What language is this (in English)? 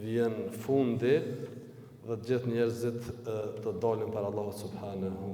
Albanian